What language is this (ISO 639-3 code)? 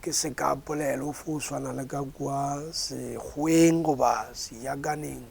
nso